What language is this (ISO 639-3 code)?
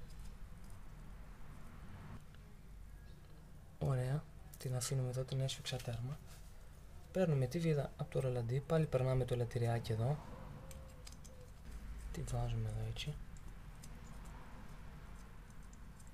ell